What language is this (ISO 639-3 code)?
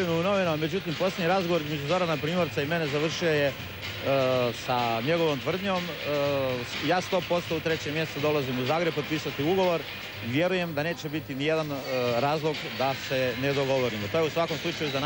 hrv